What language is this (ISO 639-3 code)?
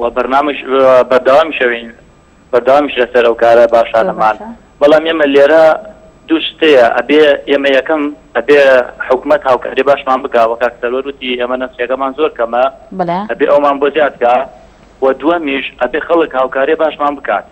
ckb